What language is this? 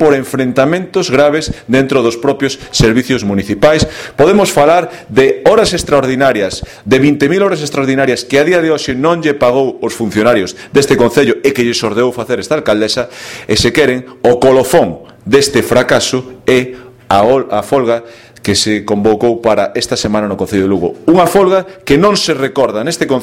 Galician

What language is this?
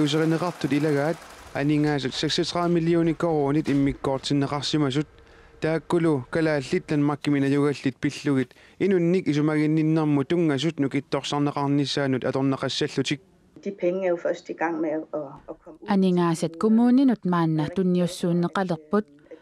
Kalaallisut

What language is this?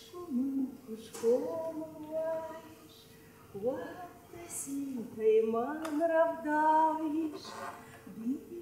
Ossetic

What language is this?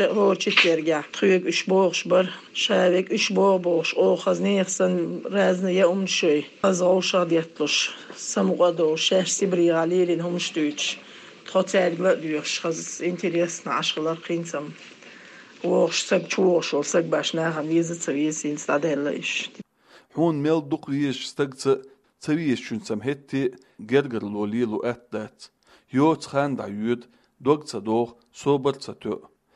Chechen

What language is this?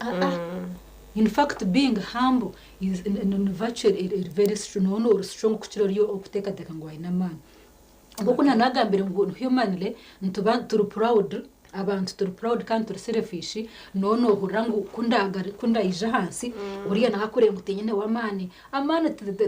Nyankole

